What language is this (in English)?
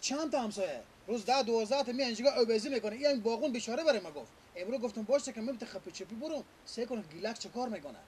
Persian